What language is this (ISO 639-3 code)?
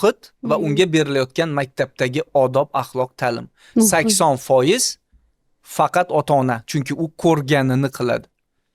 uzb